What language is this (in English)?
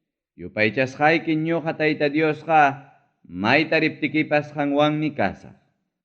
Ayacucho Quechua